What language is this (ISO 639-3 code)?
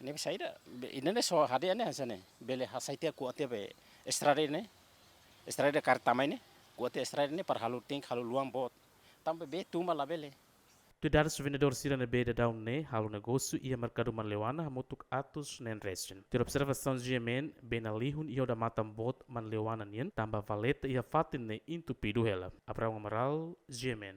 tet